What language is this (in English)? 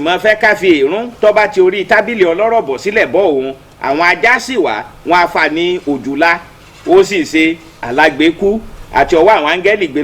Yoruba